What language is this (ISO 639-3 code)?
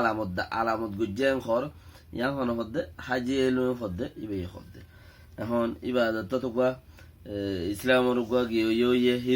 rhg